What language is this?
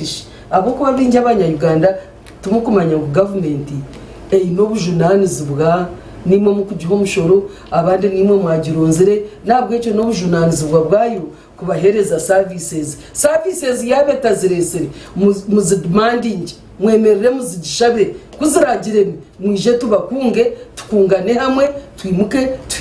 Nyankole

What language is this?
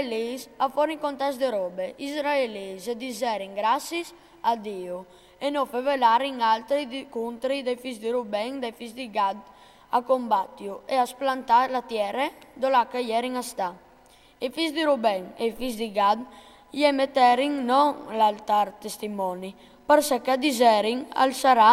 Friulian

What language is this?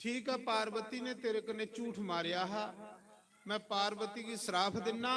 Dogri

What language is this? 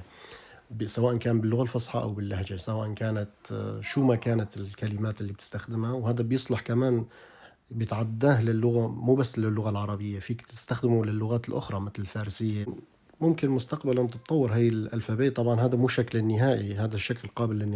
North Levantine Arabic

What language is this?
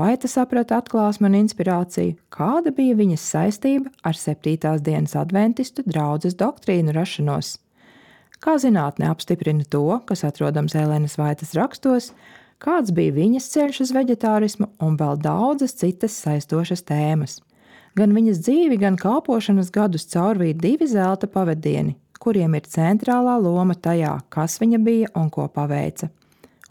Latvian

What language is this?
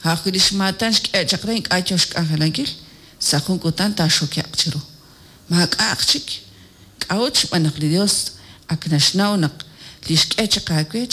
Kekchí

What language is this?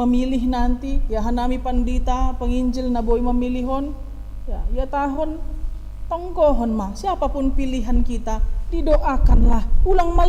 Batak Simalungun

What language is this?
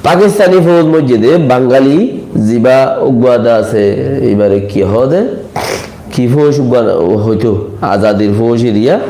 Rohingya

